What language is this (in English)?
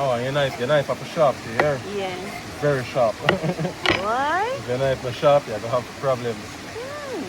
Jamaican Creole English